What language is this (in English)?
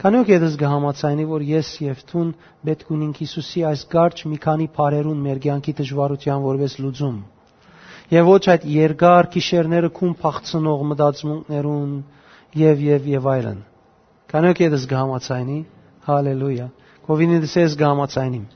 Western Armenian